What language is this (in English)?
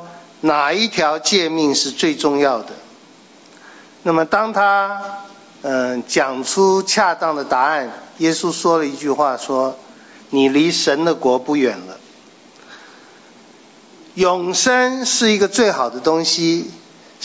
Chinese